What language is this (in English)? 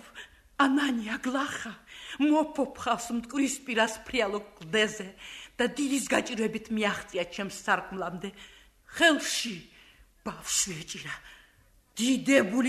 Georgian